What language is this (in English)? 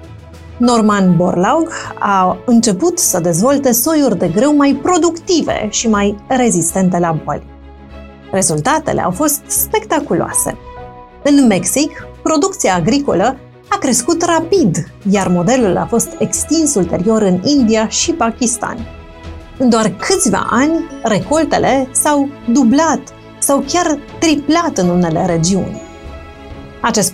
Romanian